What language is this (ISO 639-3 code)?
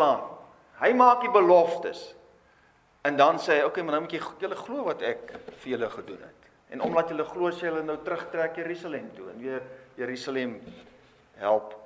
afr